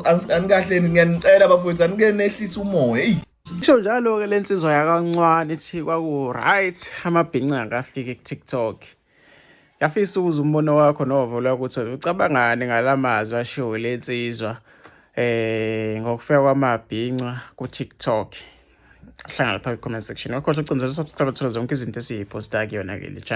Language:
Zulu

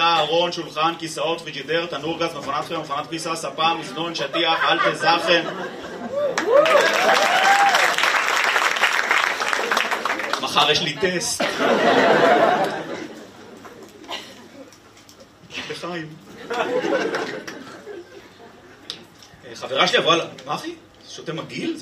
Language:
Hebrew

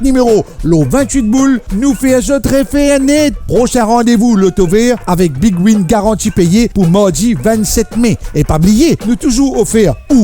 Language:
Morisyen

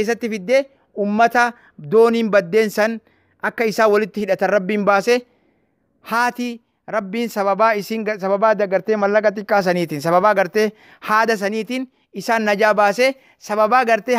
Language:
Oromo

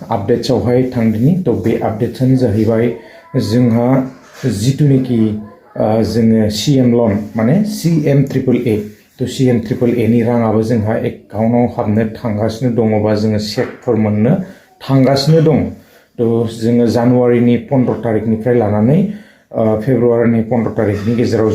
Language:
Bodo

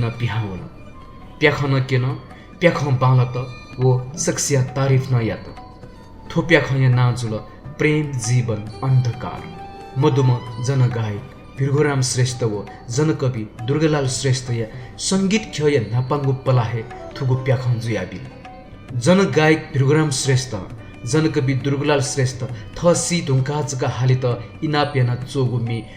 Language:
Newari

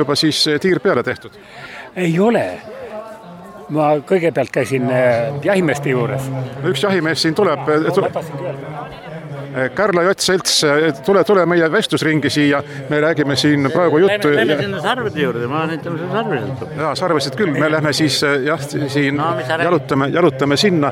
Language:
Estonian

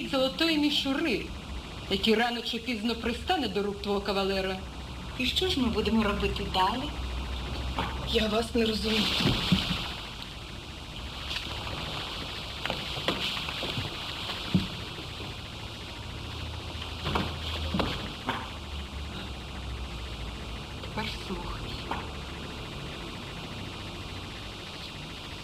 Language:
Ukrainian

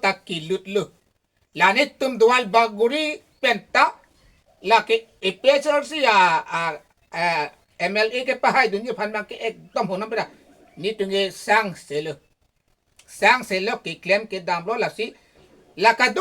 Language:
Karbi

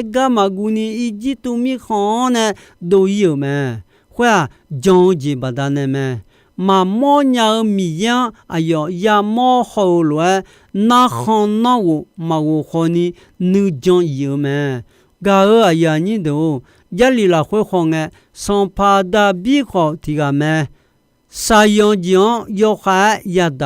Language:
Akha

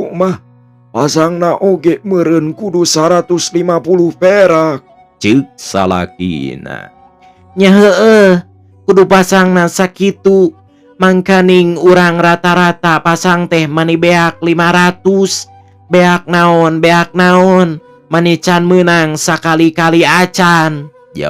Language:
Sundanese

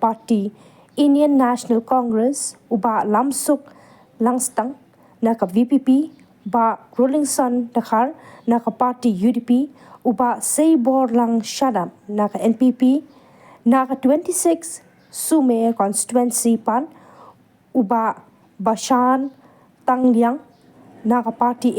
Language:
Khasi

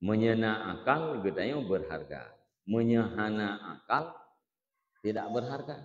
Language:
Achinese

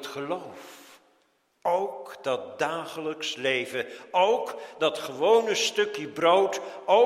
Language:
Dutch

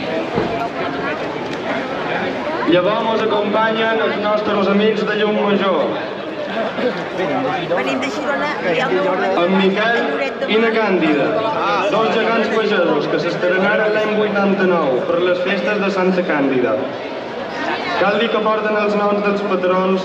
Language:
Catalan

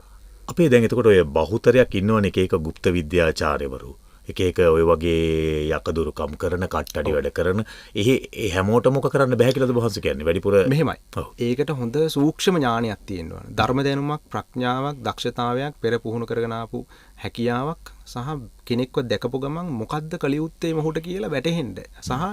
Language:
Sinhala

